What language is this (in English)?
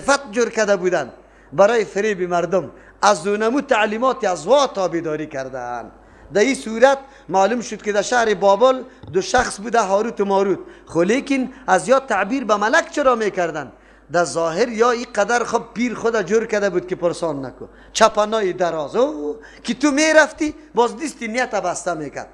Persian